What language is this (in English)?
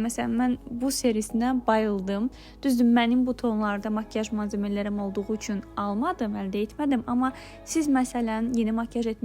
Azerbaijani